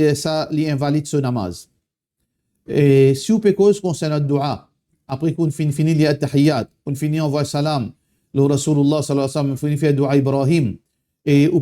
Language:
Morisyen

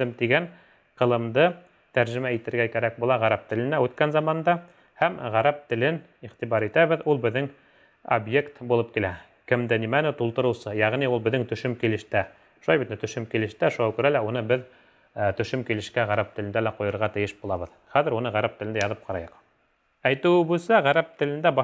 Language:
Bashkir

